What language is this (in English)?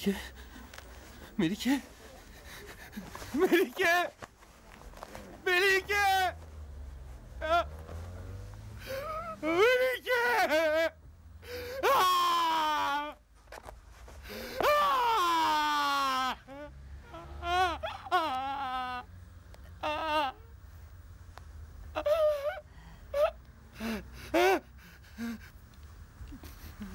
Turkish